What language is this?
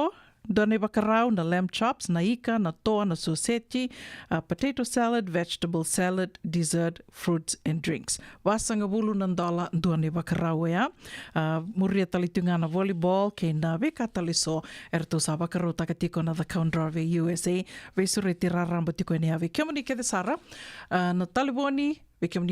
Fijian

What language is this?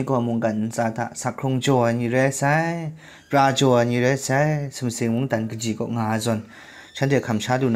Kachin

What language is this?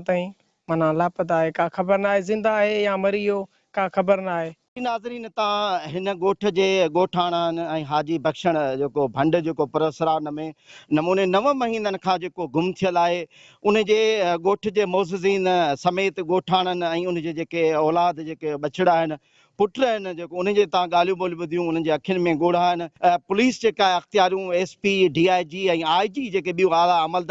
Sindhi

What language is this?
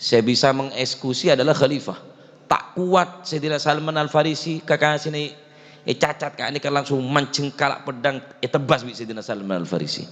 Madurese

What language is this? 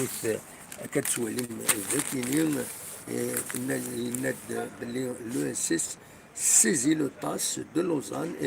Kabyle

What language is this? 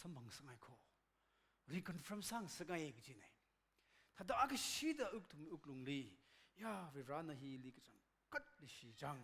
Tangkhul Naga (India)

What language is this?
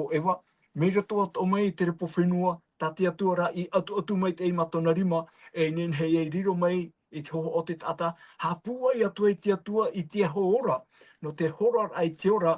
Tahitian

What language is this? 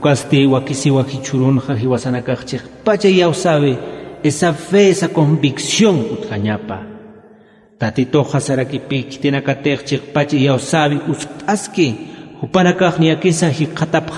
Aymara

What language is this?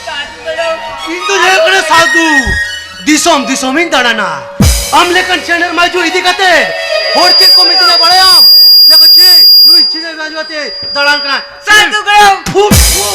Santali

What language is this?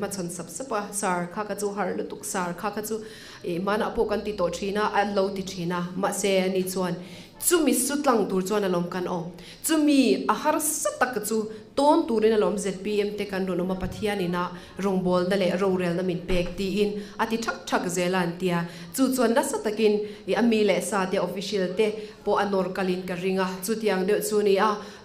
Mizo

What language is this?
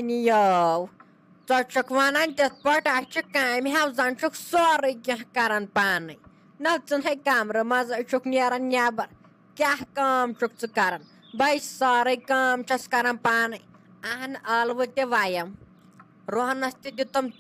Kashmiri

